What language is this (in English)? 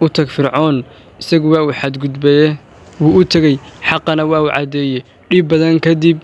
Somali